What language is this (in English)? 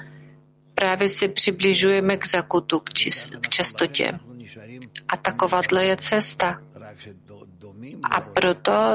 Czech